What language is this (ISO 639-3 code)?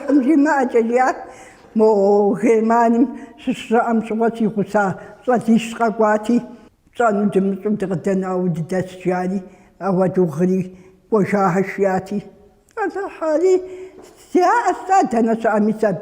kbd